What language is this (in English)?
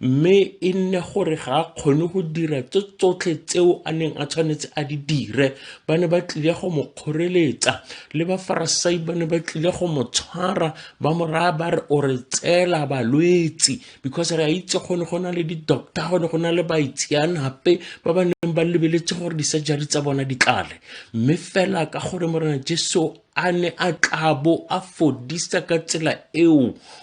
Tswana